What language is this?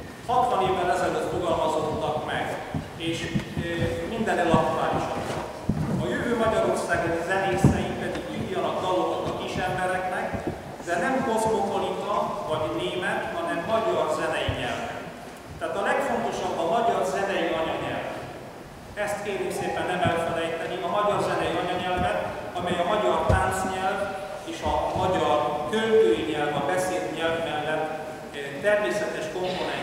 Hungarian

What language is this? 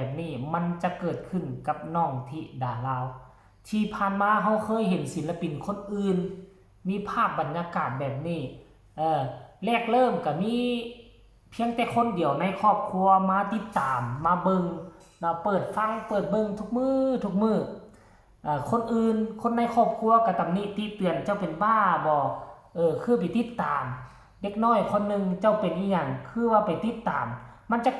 Northeastern Thai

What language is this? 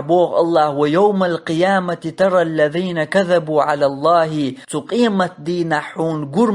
Chechen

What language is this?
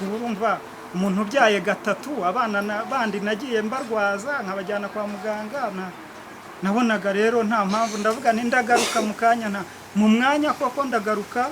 Kinyarwanda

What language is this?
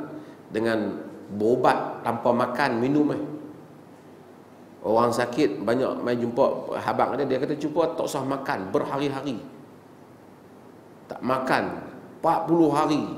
Malay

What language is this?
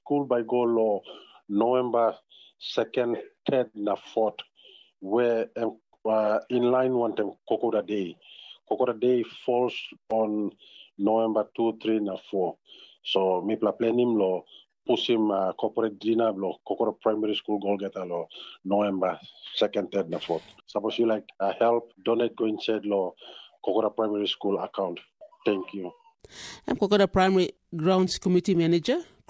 Tok Pisin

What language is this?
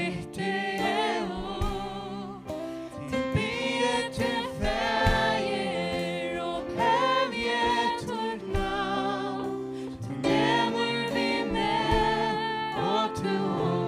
Faroese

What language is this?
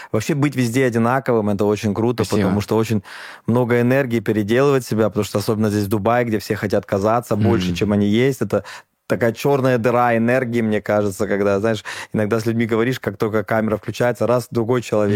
Russian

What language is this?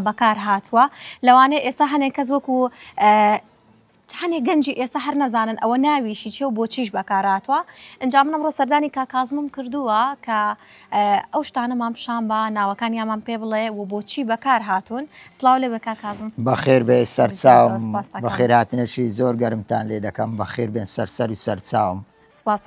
Central Kurdish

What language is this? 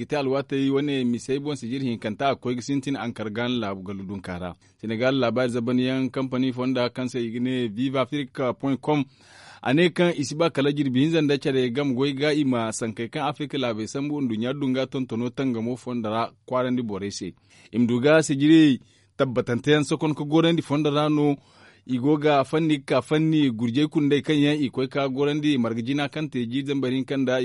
Zarma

